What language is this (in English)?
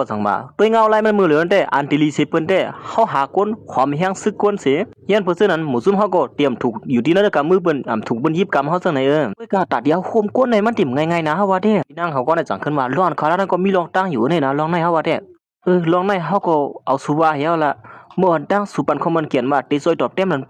Shan